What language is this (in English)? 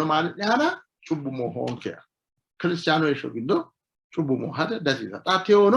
Sidamo